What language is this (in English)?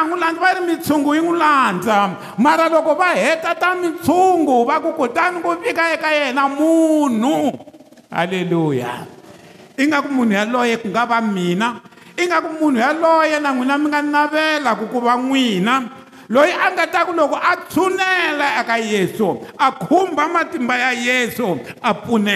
Tsonga